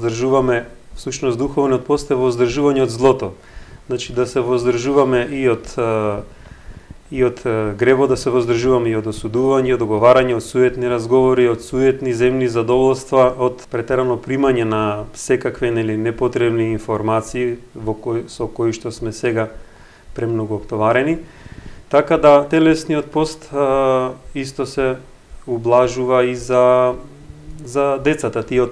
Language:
Macedonian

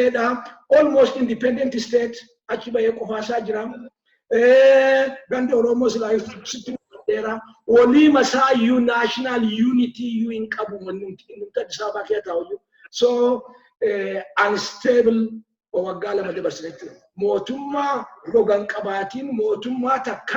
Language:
Oromo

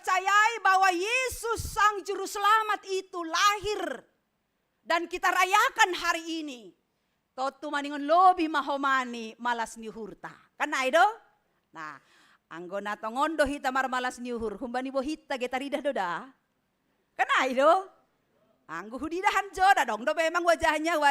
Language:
Batak Simalungun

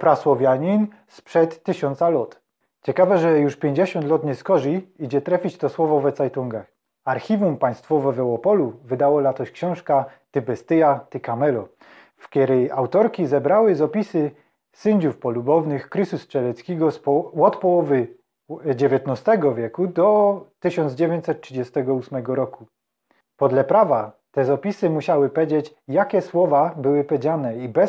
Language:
Silesian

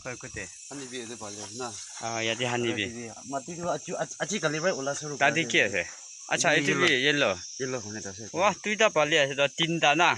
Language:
Naga Pidgin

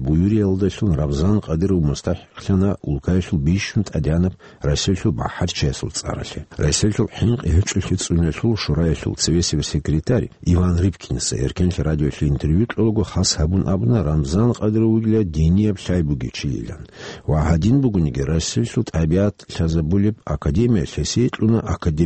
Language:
Avaric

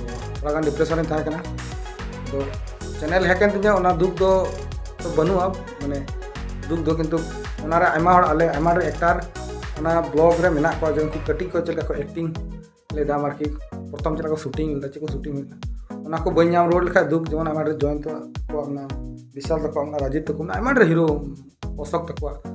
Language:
Santali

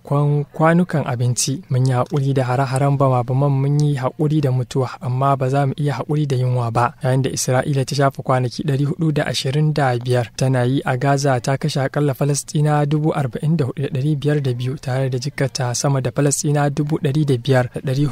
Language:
Hausa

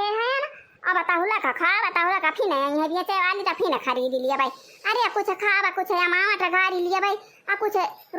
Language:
Awadhi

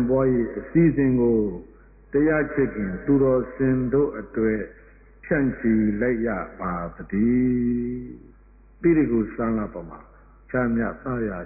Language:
Burmese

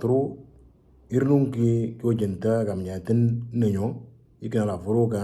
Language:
Moro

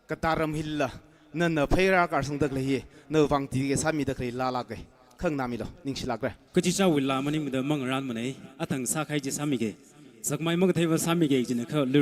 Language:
Tangkhul Naga (India)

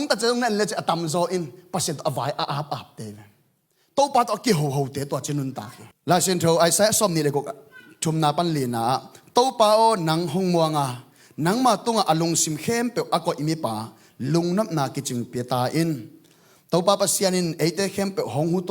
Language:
Tedim Chin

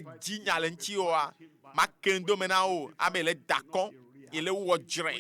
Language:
Ewe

